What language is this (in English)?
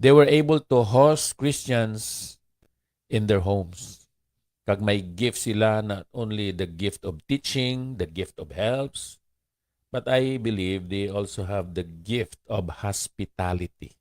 Hiligaynon